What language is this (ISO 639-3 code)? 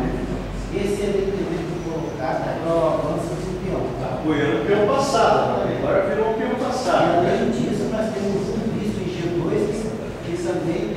por